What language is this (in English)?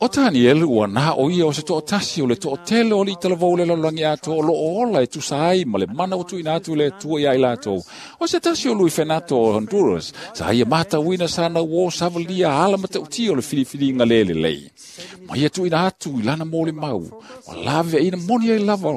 Samoan